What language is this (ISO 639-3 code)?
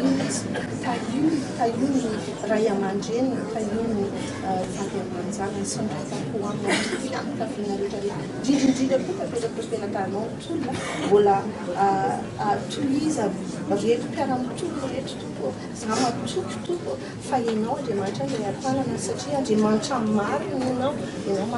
mlg